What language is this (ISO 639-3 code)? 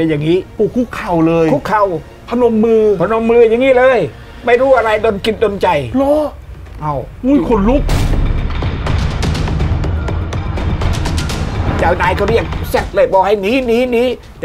tha